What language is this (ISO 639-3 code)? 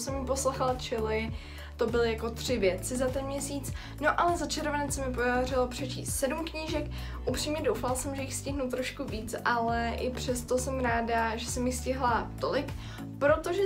ces